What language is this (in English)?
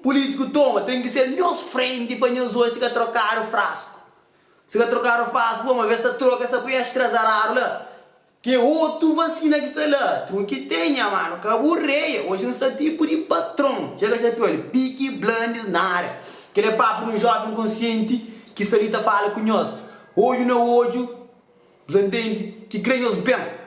Kabuverdianu